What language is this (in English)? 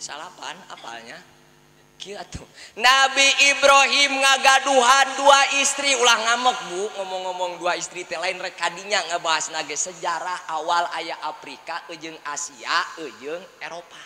Sundanese